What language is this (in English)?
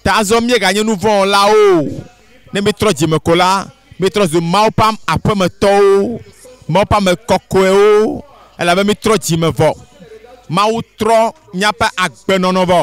Ewe